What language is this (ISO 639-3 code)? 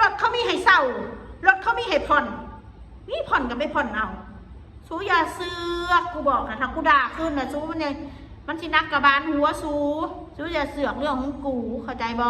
tts